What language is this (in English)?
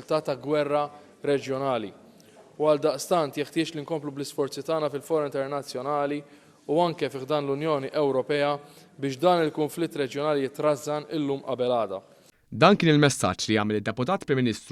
Maltese